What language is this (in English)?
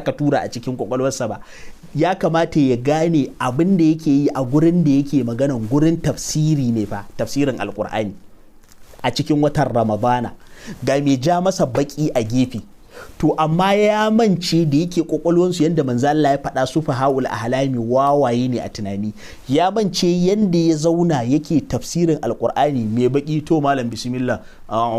Hausa